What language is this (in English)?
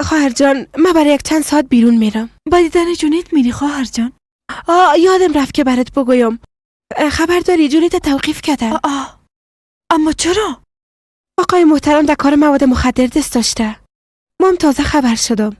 Persian